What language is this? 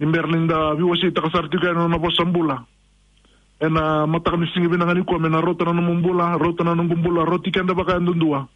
Fijian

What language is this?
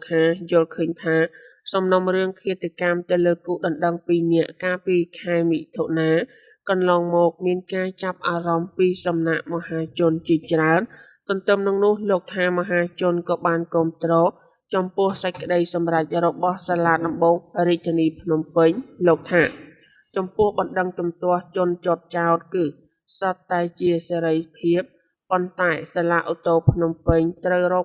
Khmer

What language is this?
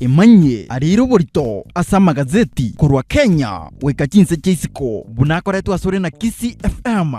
Gusii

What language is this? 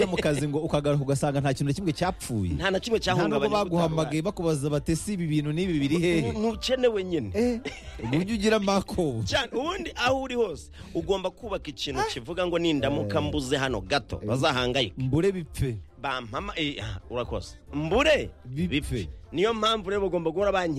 Kinyarwanda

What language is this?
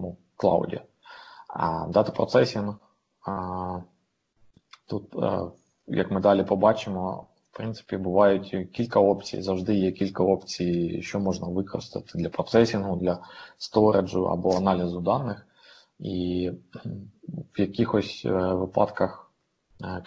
Ukrainian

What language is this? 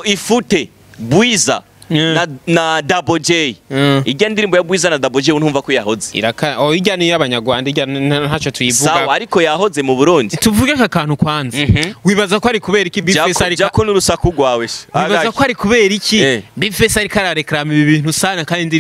Rundi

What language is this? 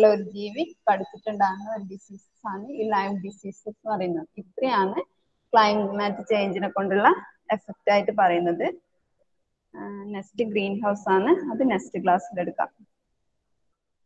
Malayalam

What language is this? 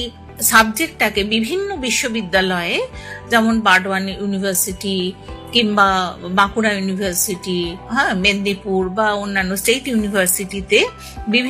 Bangla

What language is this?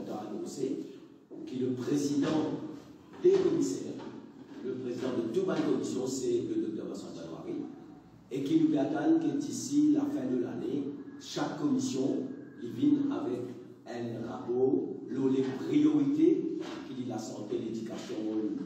Morisyen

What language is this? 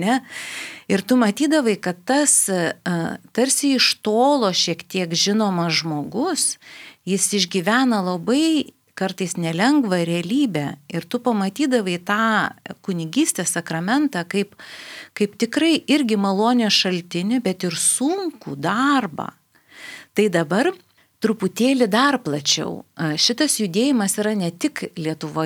Lithuanian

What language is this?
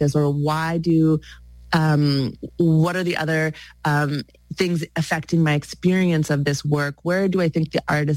English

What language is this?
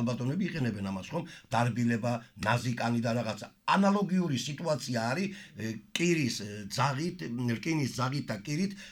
Georgian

